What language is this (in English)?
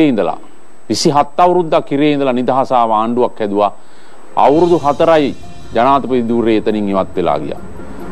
Sinhala